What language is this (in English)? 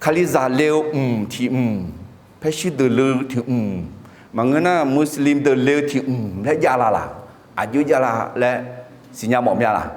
Akha